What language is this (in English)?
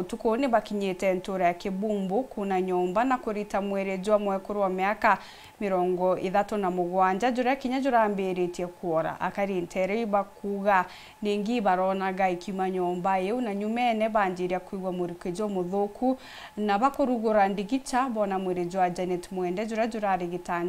Meru